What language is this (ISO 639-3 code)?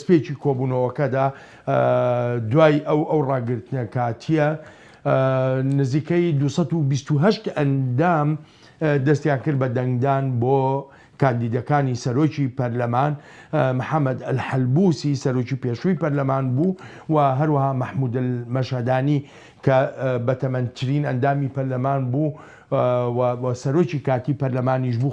ckb